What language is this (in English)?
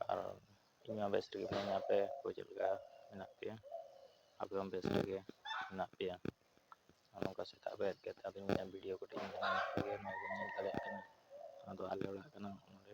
Santali